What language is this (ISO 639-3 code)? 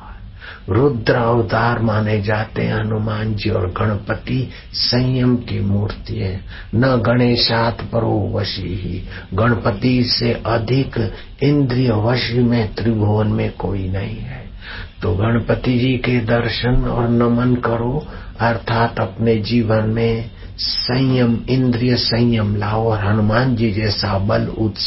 hin